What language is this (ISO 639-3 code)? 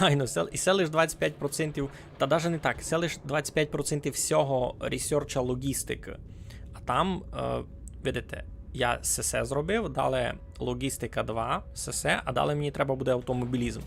rue